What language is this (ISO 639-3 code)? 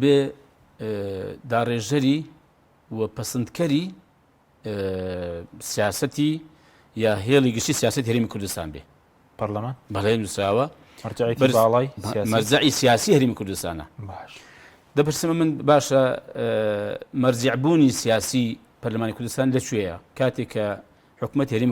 ckb